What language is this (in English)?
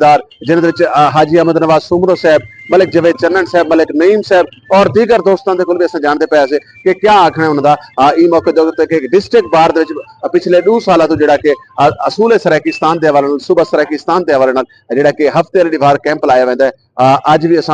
Saraiki